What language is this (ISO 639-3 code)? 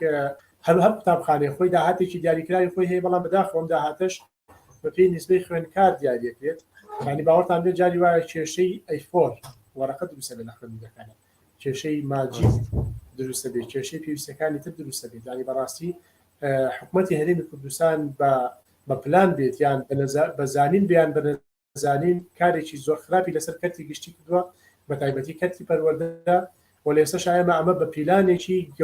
ckb